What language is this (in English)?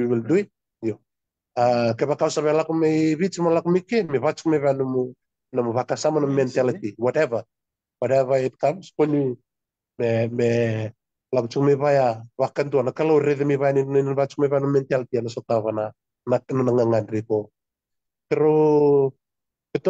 Fijian